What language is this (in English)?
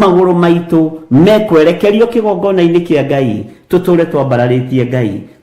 Kikuyu